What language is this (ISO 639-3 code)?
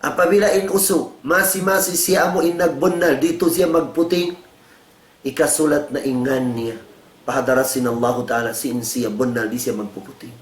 tsg